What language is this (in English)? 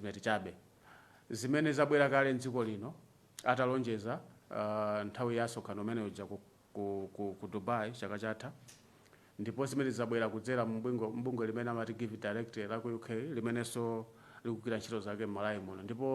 Nyanja